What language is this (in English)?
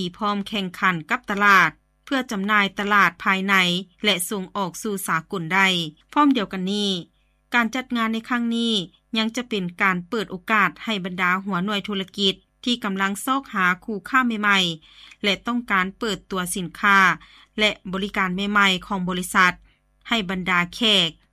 Lao